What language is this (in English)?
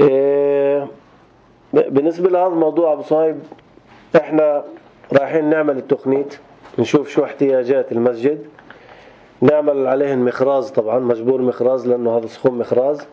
North Levantine Arabic